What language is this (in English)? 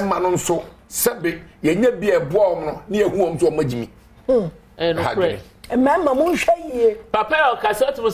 Akan